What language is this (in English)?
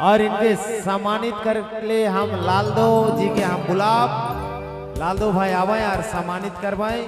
Sadri